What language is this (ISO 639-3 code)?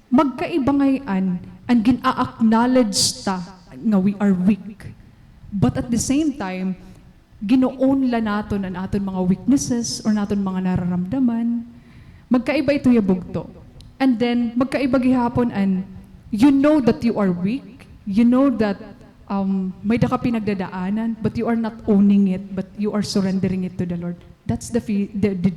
war